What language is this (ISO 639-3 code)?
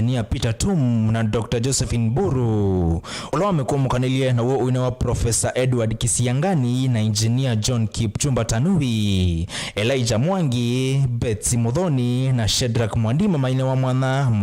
kam